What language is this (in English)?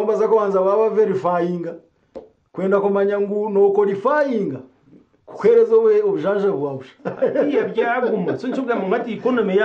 Nyankole